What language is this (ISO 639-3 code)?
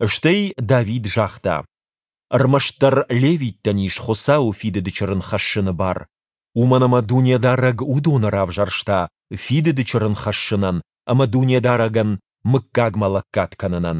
oss